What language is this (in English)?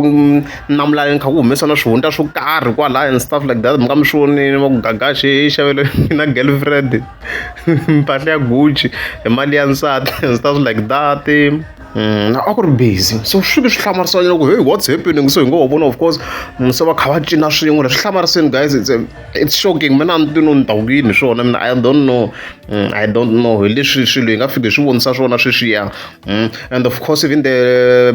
Tsonga